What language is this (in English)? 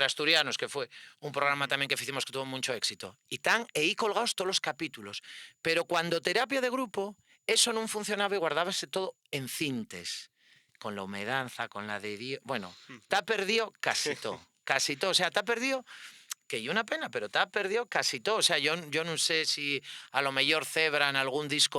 Asturian